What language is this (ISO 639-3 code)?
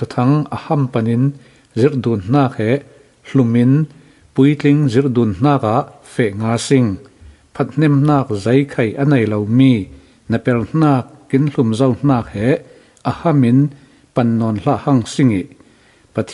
cfm